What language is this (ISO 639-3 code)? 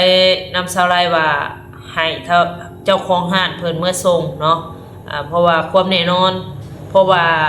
tts